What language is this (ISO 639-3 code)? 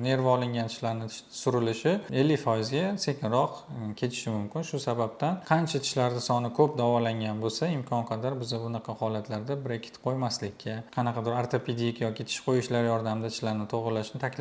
uzb